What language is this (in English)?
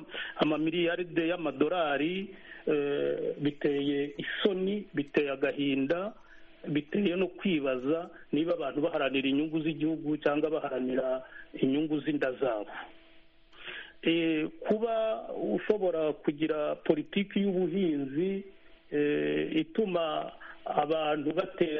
Kinyarwanda